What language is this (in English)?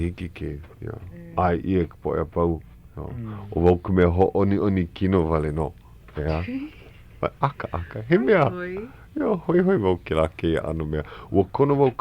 Hawaiian